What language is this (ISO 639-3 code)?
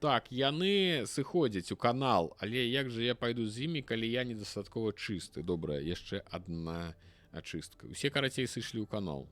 bel